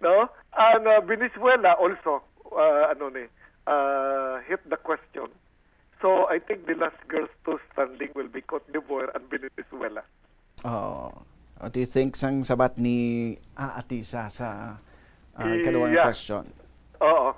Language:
Hiligaynon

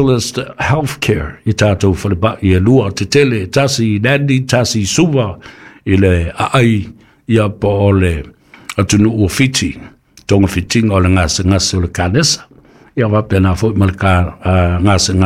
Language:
Samoan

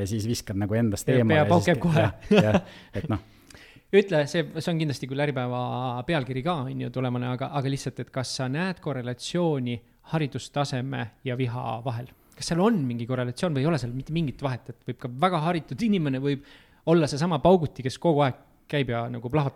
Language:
Estonian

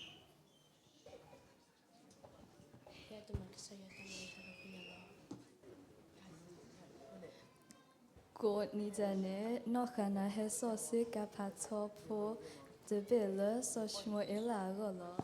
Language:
S'gaw Karen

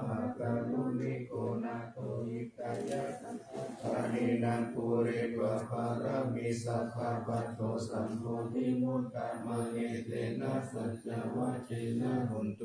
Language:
Pali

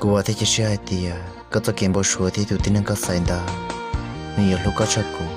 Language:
Hmong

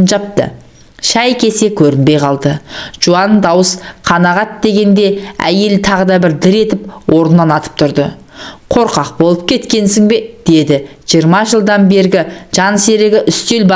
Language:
Kazakh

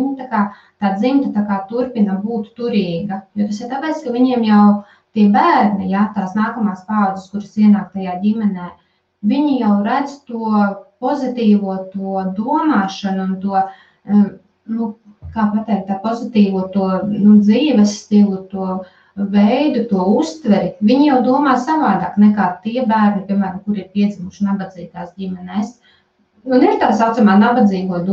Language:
Latvian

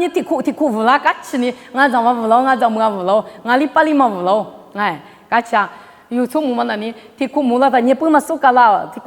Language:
Lisu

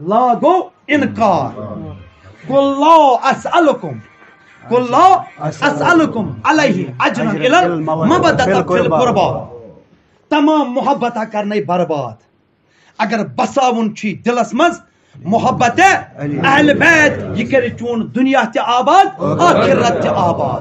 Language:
Kashmiri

